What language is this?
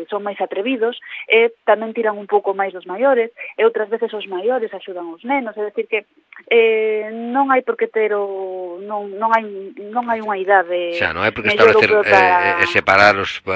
Galician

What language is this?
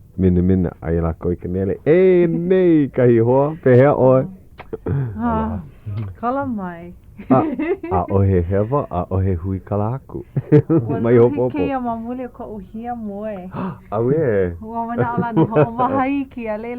Hawaiian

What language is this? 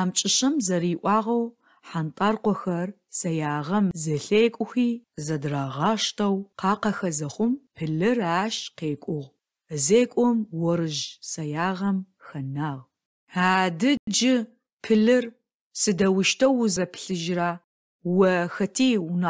Adyghe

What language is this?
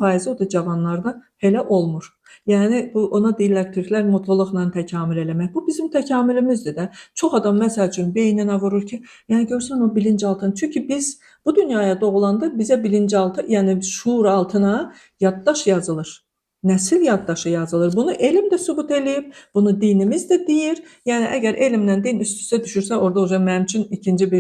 Azerbaijani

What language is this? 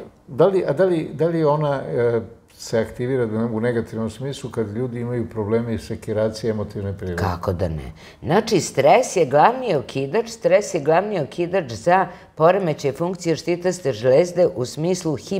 Serbian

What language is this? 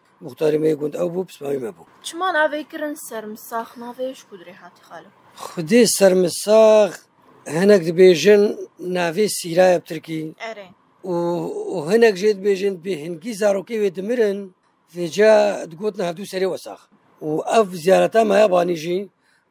Kurdish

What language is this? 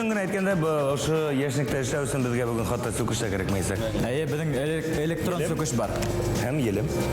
Bashkir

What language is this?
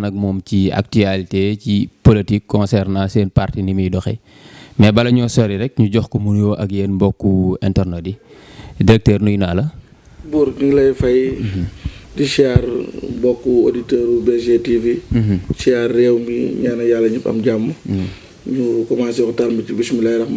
Wolof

